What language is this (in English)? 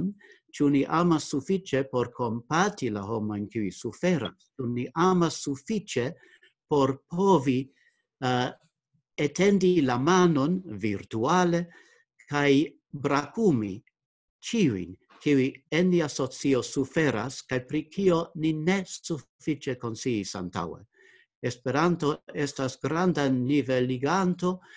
Esperanto